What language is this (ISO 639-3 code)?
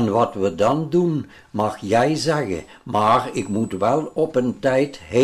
lim